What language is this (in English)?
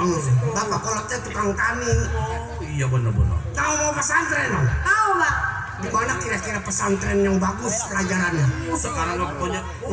Betawi